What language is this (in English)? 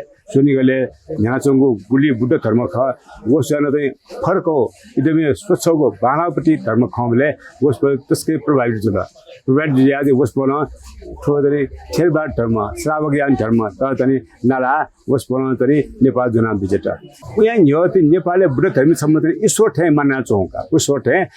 Newari